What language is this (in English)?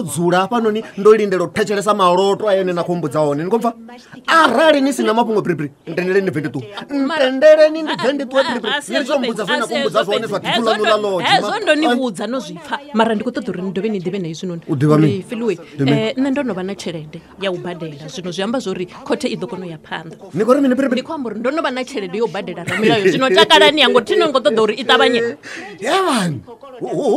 Venda